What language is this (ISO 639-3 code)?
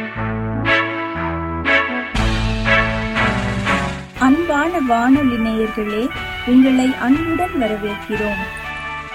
tam